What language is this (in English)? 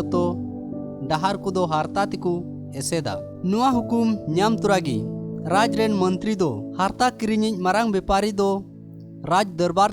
Santali